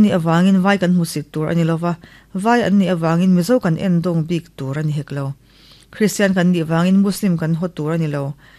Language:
Mizo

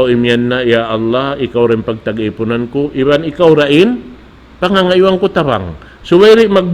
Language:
Tausug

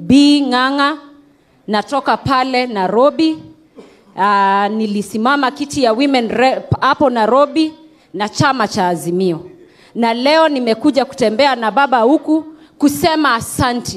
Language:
Swahili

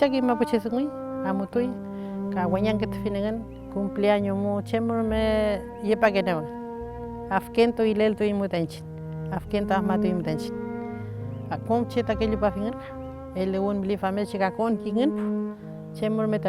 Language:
Mapuche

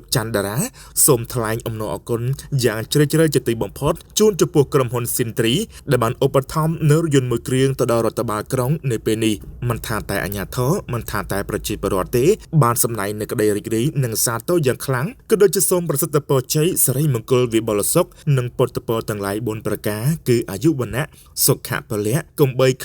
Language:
Khmer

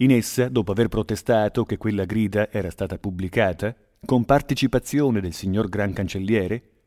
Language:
Italian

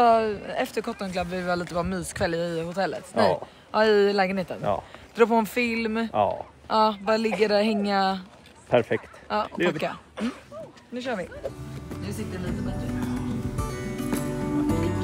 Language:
Swedish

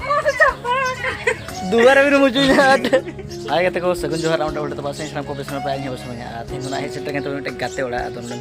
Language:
Santali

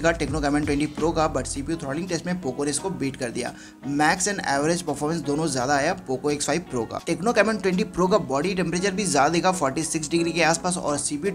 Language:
Hindi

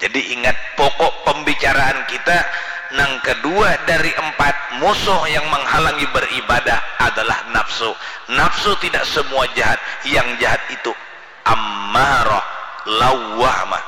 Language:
Banjar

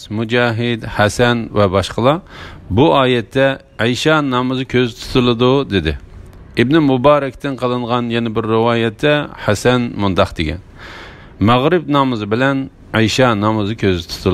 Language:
Uyghur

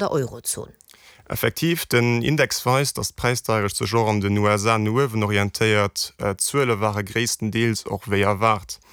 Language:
Luxembourgish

